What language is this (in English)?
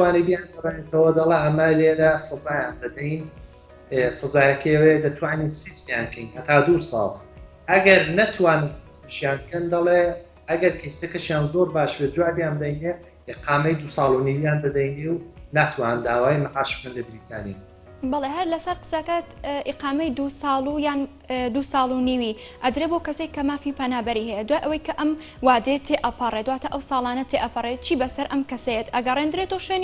Central Kurdish